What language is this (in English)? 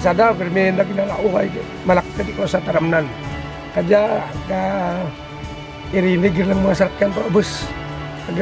Kinaray-a